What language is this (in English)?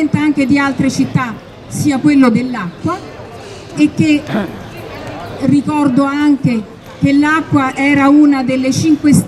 Italian